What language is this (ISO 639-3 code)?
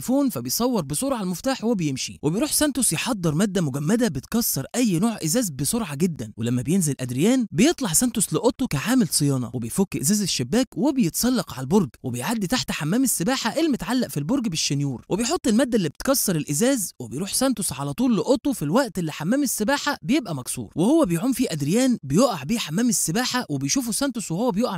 arz